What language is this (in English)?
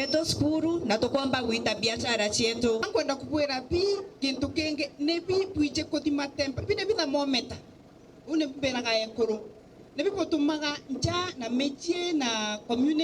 Meru